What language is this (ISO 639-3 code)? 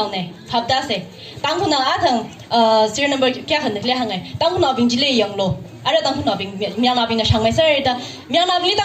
nmf